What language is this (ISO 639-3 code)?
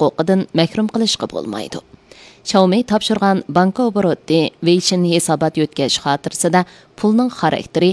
uig